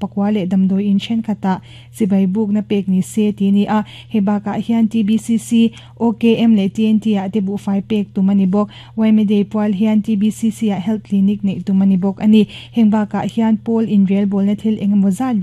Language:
Mizo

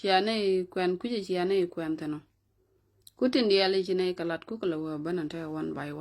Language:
Nuer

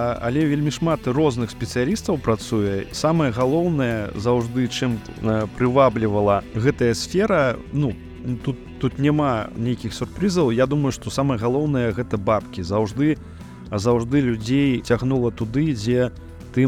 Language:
Belarusian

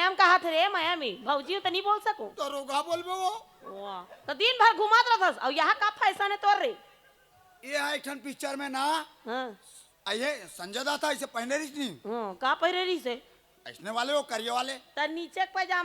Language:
Chhattisgarhi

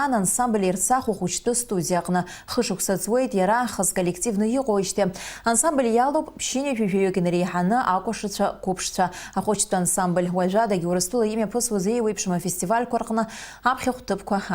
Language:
Abkhazian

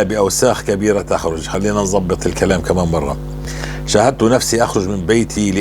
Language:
North Levantine Arabic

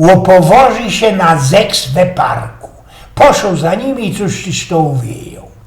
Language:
Silesian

